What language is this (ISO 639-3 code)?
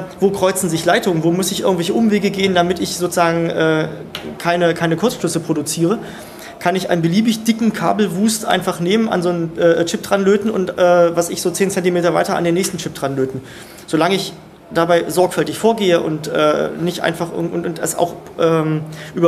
deu